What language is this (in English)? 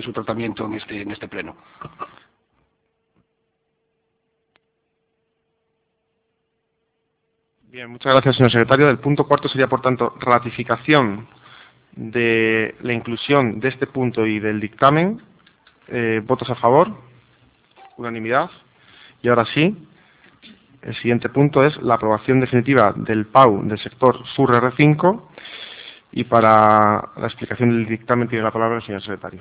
Spanish